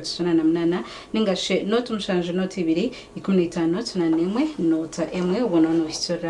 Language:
Nyankole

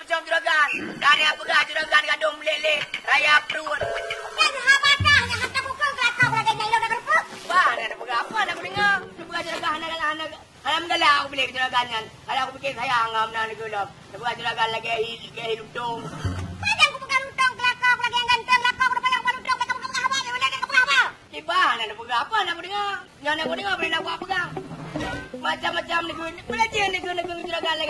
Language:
Achinese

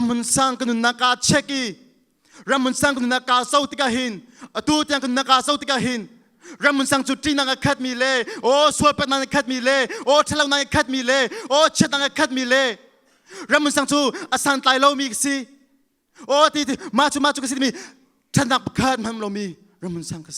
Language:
Hakha Chin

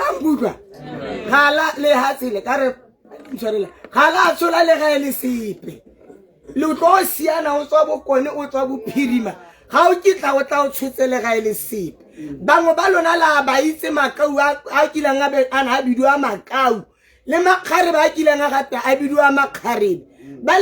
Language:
Tswana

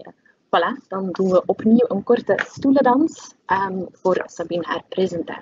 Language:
Dutch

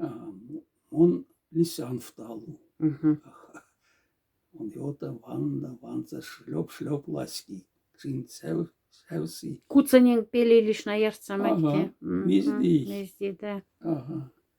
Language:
Moksha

